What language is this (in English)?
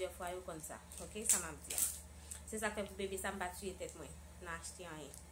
Haitian Creole